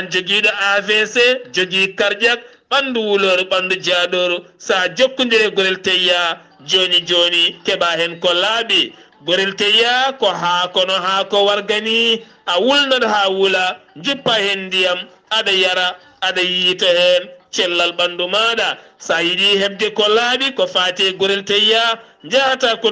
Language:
Fula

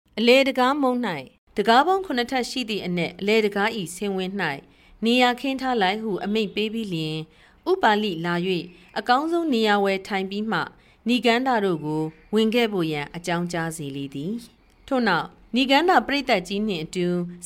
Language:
Burmese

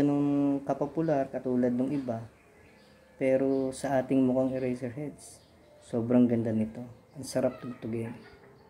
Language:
Filipino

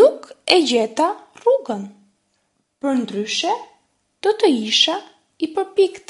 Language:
Albanian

